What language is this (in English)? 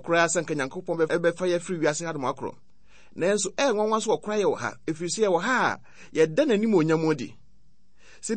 Akan